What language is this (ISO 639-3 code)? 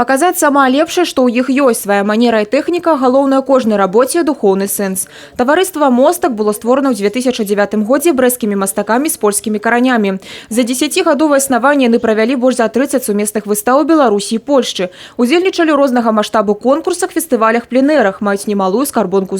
bel